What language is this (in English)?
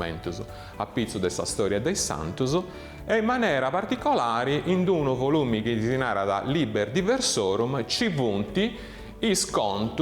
Sardinian